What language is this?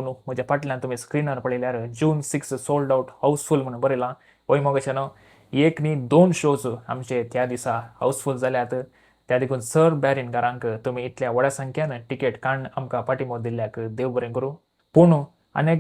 Konkani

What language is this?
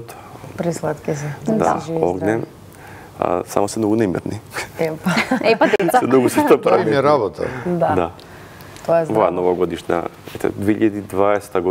Macedonian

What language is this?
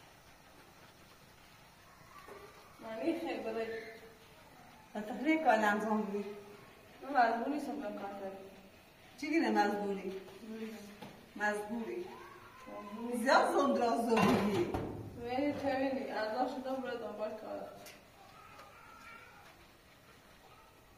Persian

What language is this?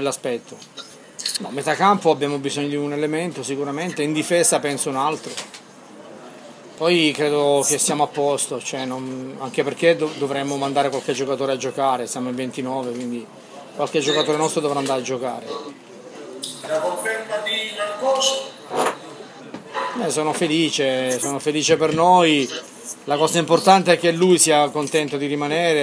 Italian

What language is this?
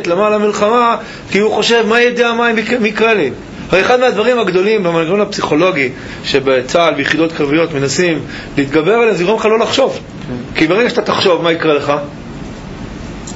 Hebrew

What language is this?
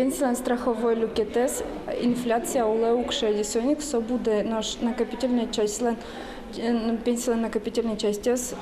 Udmurt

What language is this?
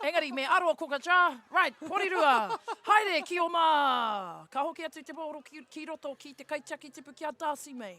Māori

